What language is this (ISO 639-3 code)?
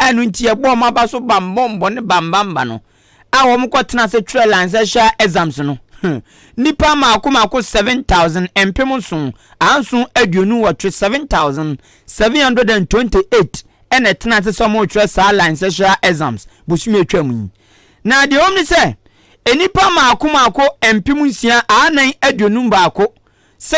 aka